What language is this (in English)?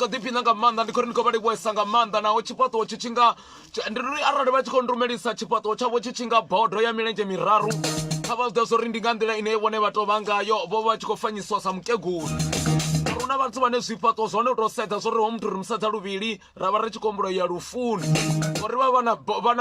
Venda